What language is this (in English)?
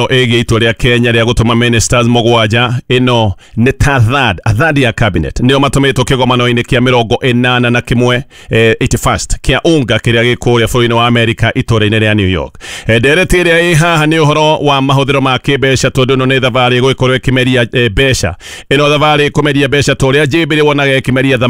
Kikuyu